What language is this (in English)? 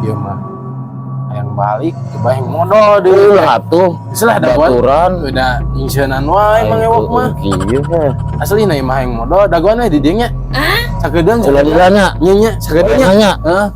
Sundanese